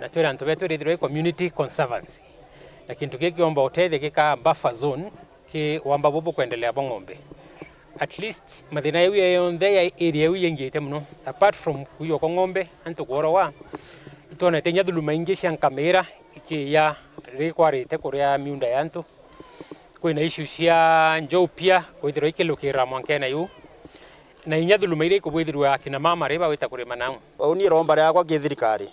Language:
Meru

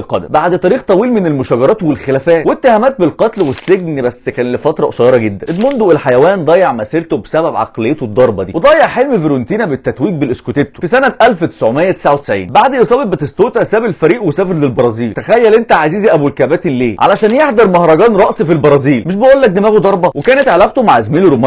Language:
Egyptian Arabic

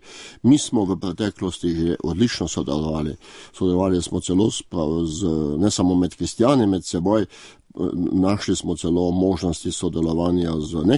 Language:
Slovenian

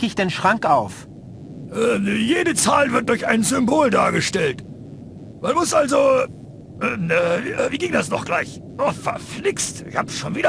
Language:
Bavarian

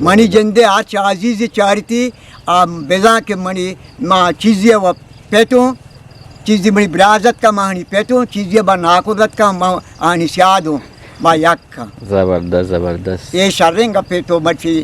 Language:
Eastern Balochi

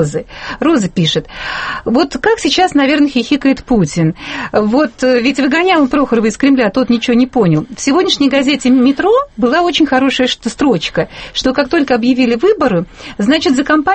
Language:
Russian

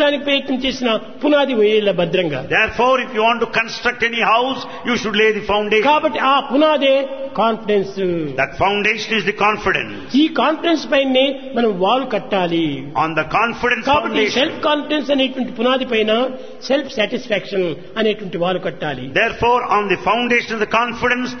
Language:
Telugu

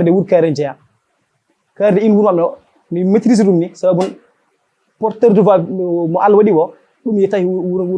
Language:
Fula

